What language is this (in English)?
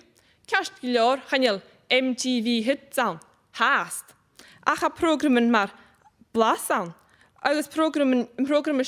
Scottish Gaelic